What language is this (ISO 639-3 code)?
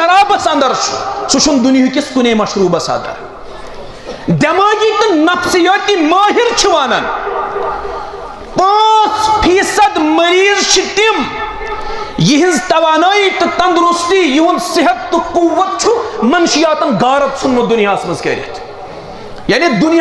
kas